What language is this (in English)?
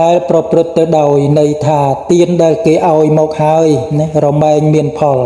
Khmer